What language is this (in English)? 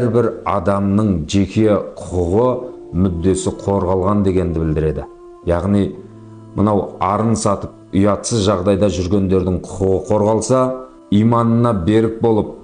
Kazakh